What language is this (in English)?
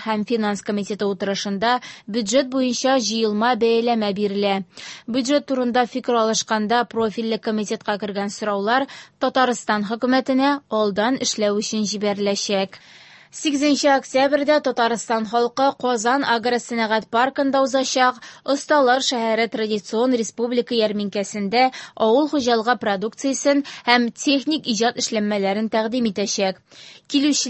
Tatar